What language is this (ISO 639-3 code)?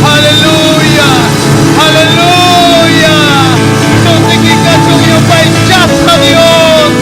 quy